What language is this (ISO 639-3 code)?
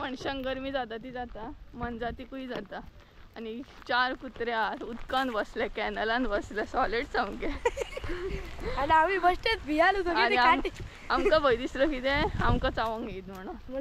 kok